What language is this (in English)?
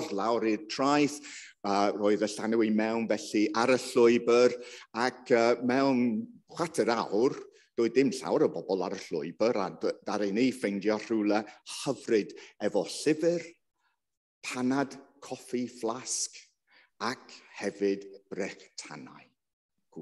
Welsh